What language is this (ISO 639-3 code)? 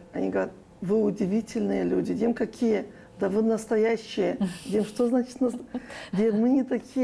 gag